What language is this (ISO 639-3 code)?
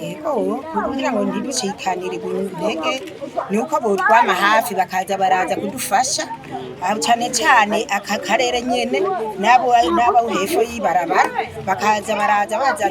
run